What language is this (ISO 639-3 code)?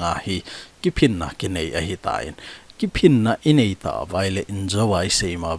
tcz